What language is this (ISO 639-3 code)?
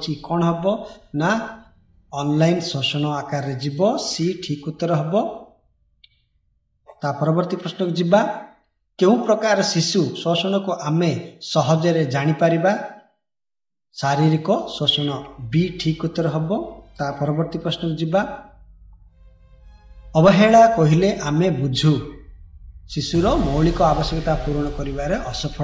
ori